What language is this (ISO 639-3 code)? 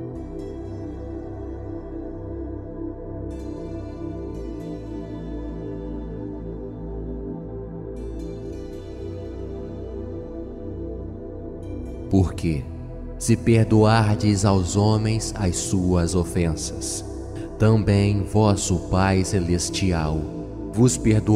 por